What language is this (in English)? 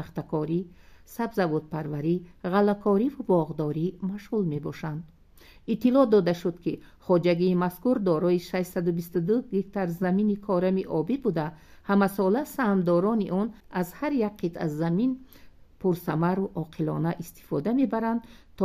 Tajik